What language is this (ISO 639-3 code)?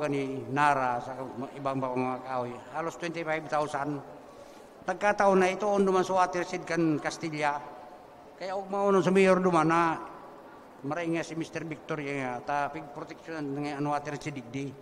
bik